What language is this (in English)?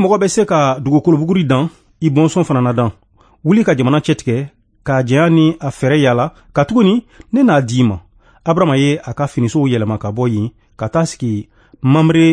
Bambara